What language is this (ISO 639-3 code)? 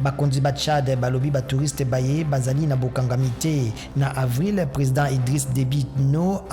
lin